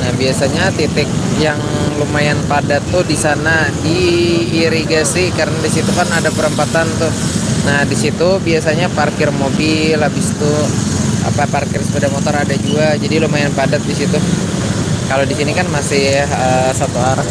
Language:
Banjar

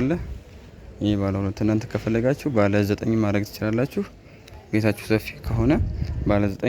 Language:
Amharic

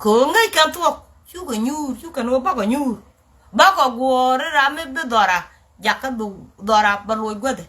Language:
Nuer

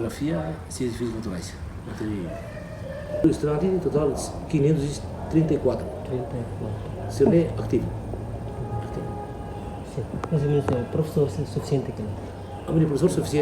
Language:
Tetum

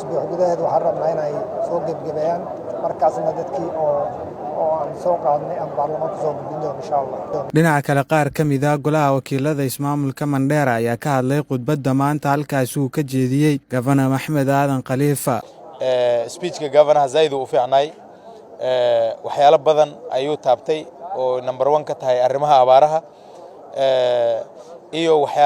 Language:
Somali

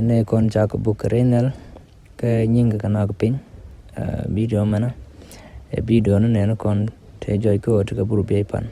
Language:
Nuer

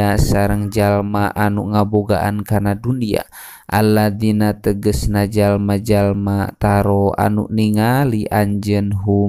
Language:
Sundanese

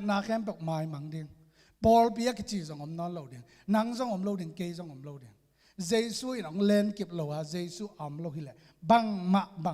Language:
Tedim Chin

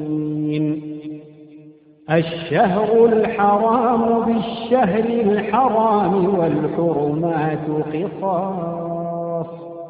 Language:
Arabic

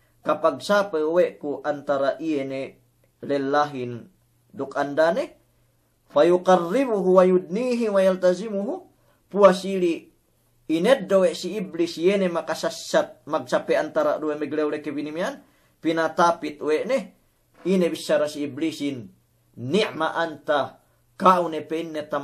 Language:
Yakan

